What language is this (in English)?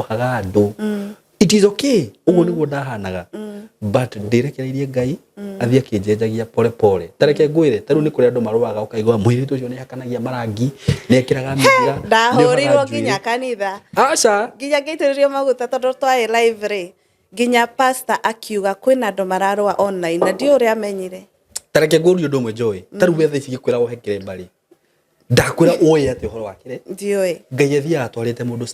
Kikuyu